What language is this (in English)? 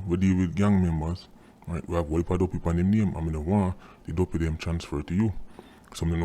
Jamaican Creole English